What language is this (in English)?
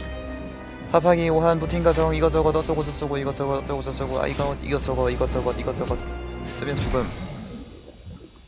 Korean